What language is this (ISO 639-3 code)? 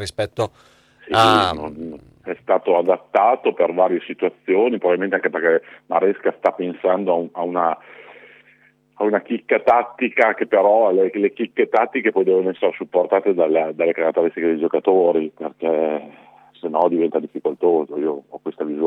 ita